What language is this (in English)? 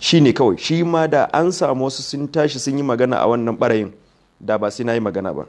Hausa